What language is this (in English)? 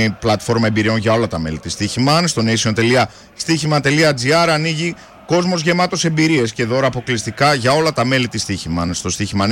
Greek